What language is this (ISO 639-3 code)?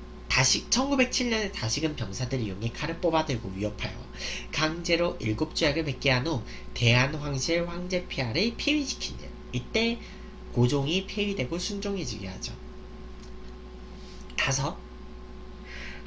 kor